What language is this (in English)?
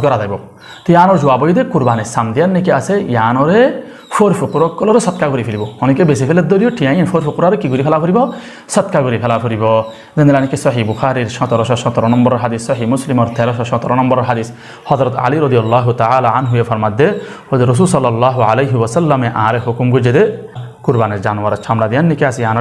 Rohingya